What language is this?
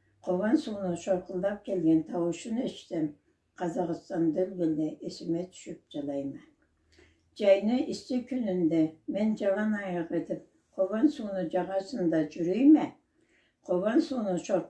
Karachay-Balkar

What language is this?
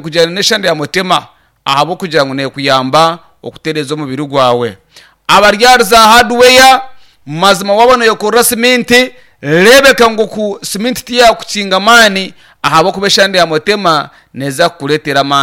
Nyankole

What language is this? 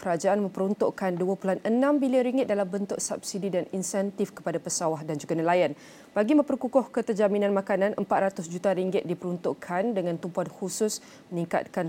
Malay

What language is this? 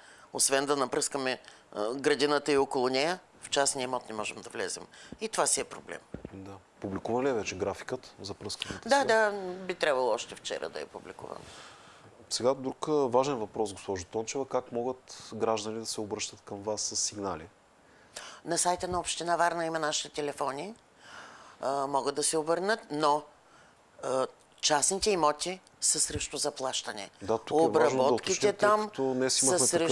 Bulgarian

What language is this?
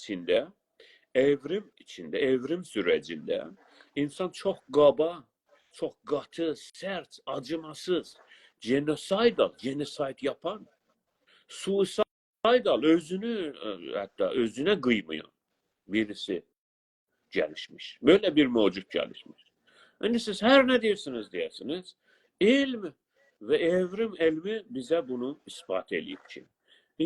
South Azerbaijani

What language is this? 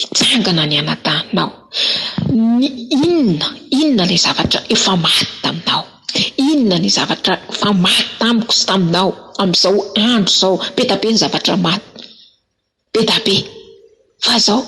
Malagasy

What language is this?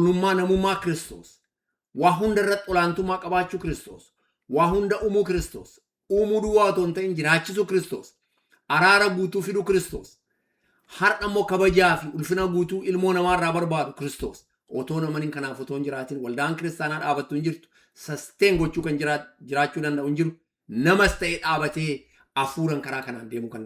Oromo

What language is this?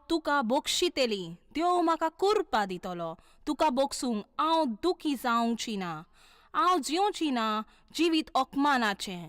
Konkani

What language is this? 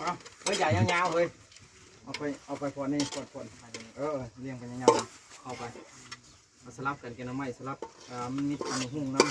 Northeastern Thai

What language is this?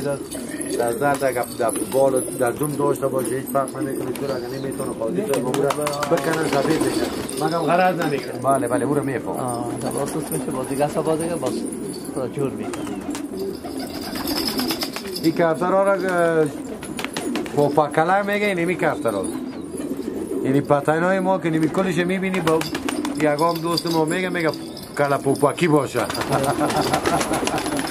Persian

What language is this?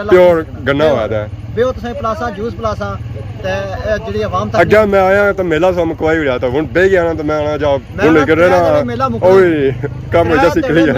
Pahari-Potwari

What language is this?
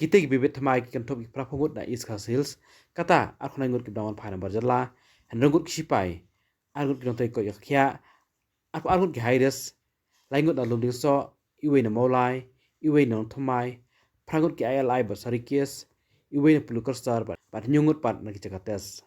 Khasi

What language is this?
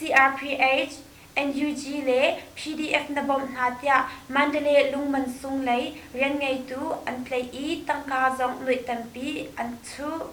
Hakha Chin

